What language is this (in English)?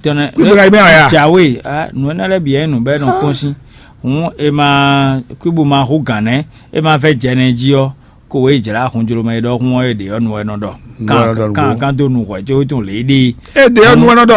Fon